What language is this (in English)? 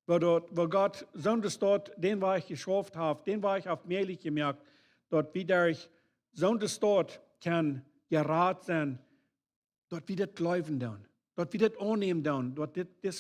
Plautdietsch